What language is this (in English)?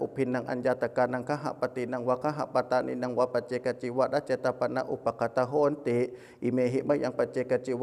Pali